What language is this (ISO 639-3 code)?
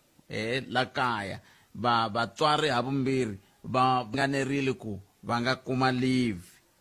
tso